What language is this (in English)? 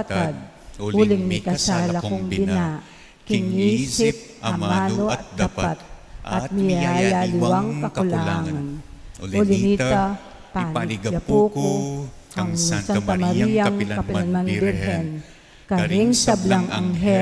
Pampanga